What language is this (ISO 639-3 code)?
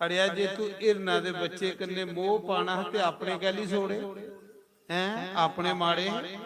doi